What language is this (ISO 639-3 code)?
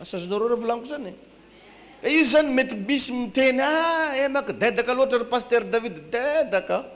mlg